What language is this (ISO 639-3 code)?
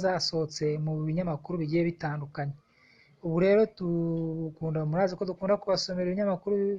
kin